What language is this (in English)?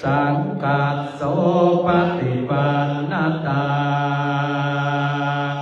Pali